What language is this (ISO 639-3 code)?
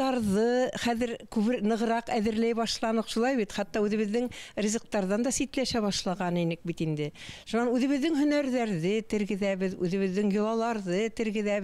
bak